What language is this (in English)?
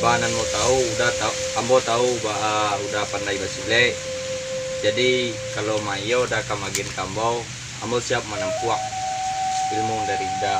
Minangkabau